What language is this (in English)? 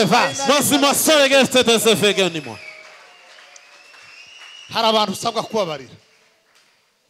Kinyarwanda